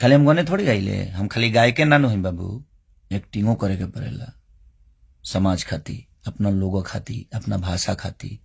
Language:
Bhojpuri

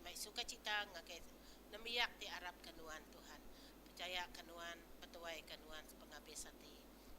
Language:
Iban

